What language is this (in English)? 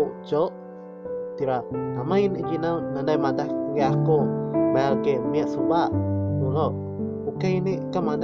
Iban